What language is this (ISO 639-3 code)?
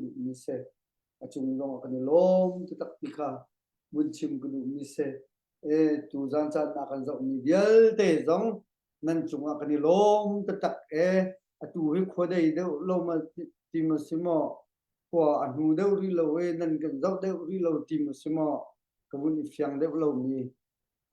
cnh